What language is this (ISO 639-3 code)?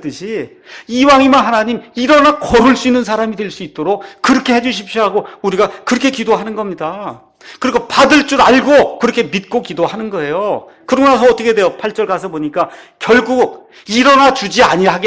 kor